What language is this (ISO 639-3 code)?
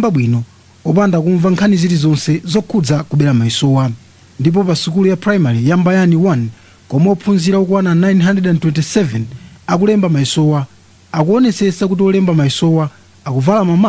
nya